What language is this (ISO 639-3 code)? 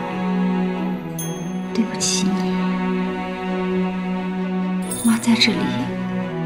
zho